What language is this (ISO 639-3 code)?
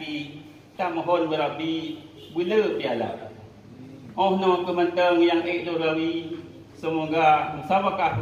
ace